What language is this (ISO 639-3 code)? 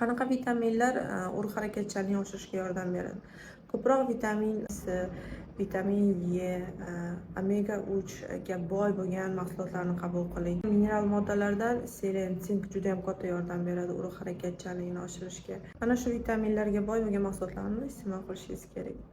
uzb